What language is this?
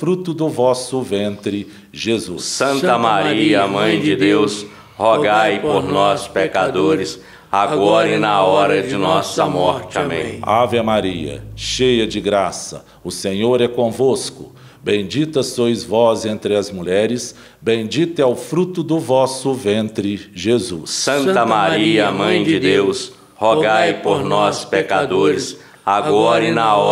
Portuguese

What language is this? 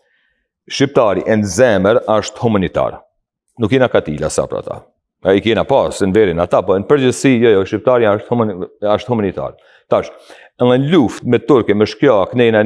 Albanian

